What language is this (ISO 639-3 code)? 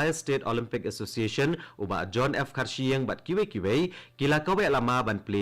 kha